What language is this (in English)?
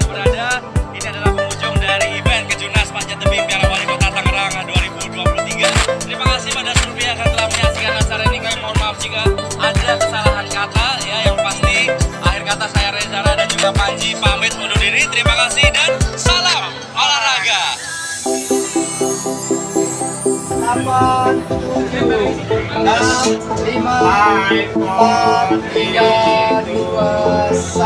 Indonesian